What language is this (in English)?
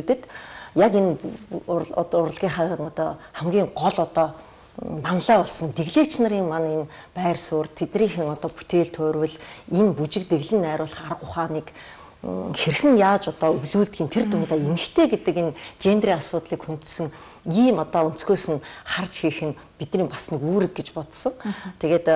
Mongolian